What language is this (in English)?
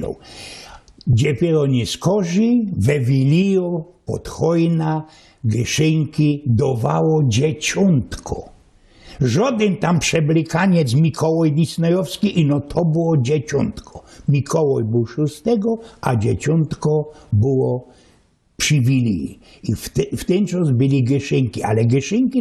Silesian